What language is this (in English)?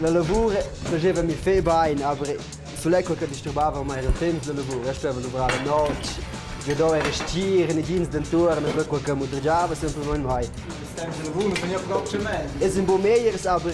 Romansh